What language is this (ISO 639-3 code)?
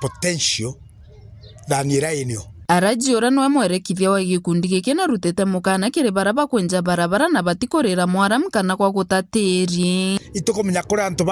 mer